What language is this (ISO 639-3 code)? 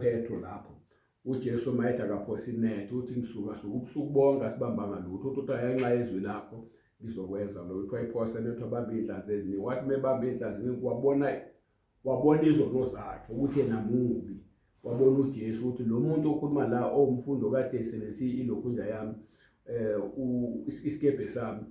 zul